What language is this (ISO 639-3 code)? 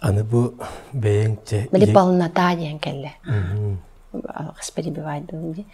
sah